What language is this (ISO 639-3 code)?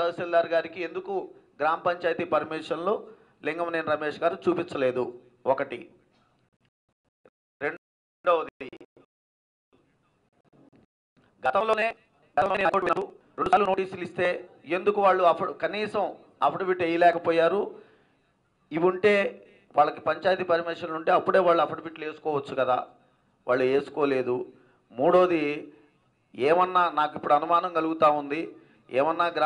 tel